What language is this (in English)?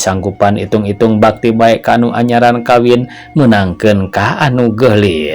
Sundanese